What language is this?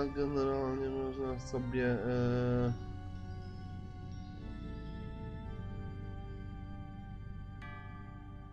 Polish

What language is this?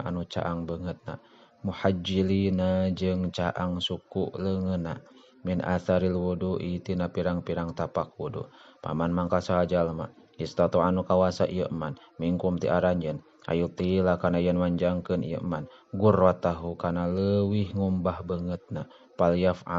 Sundanese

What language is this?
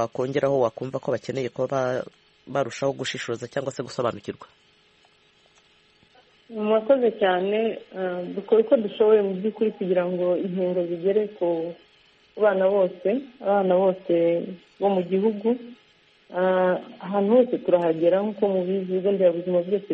Kinyarwanda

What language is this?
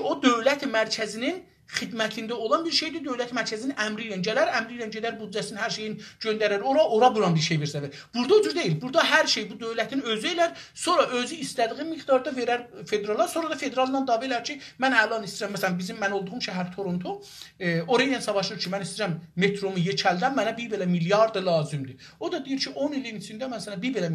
South Azerbaijani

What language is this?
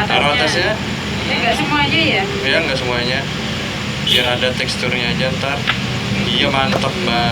Banjar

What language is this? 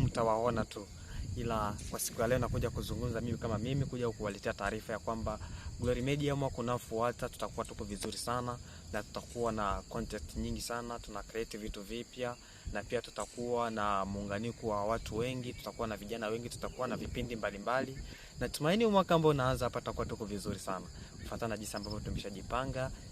Swahili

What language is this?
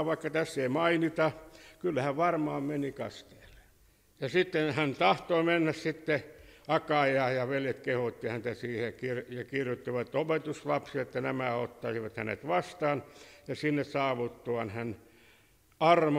Finnish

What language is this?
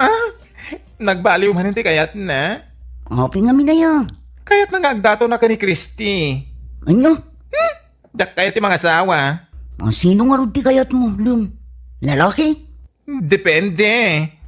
Iloko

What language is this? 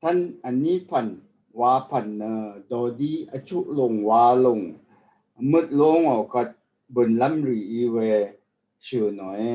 Rawang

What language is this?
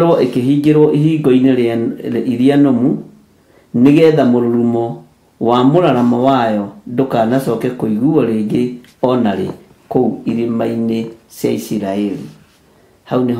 Kikuyu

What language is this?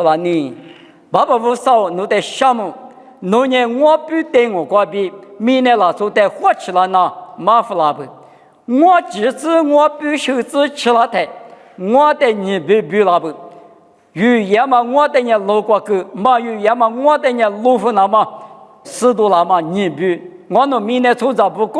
Lisu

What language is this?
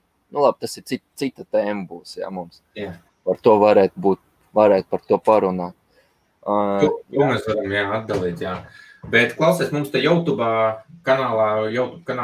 Latvian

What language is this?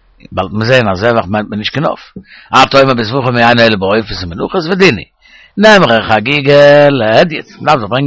Yiddish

